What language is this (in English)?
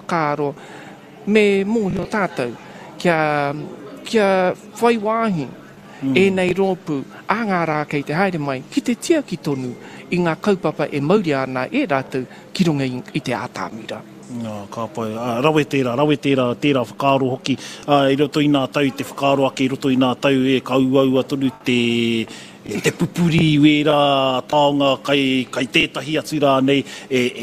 Māori